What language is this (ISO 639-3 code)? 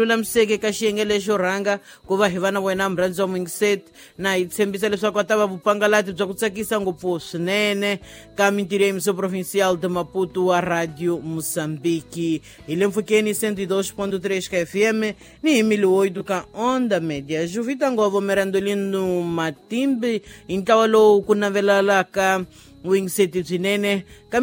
tso